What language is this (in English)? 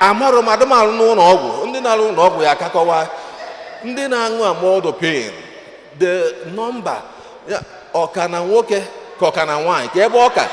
Igbo